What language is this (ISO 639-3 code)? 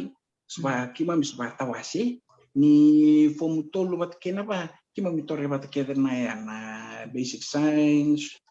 fij